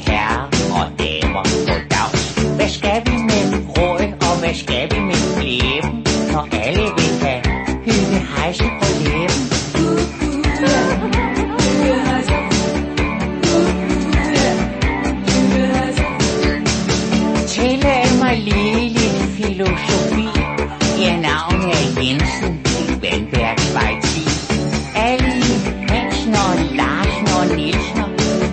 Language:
Danish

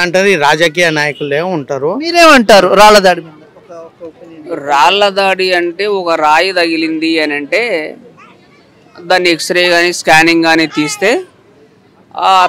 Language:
Telugu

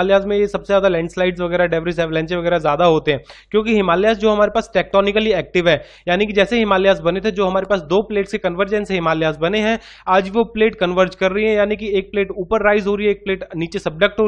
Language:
Hindi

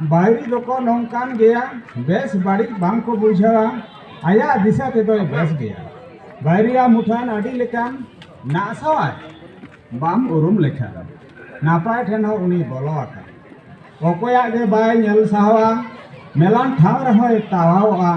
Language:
Santali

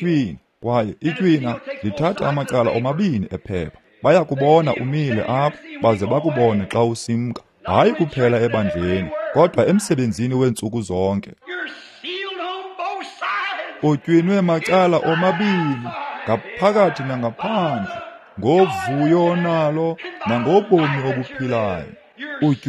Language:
Xhosa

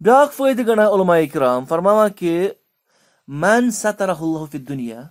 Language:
Kashmiri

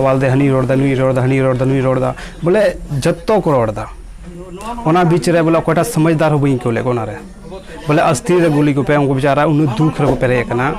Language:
Santali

